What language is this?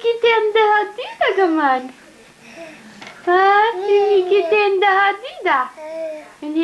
Swedish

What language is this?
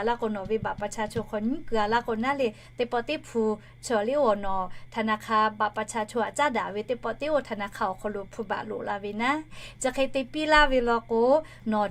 Lahu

